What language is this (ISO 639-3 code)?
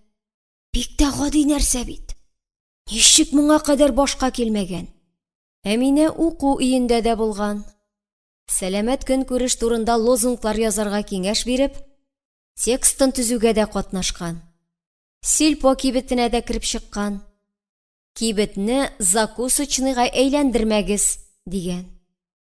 tat